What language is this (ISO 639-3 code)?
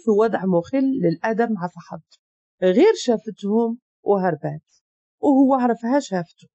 ary